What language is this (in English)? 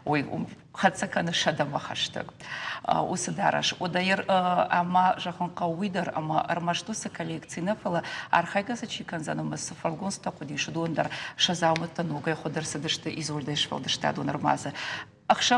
Ossetic